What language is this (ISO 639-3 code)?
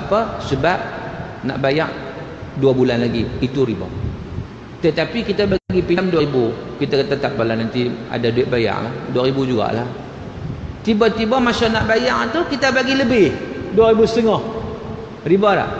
msa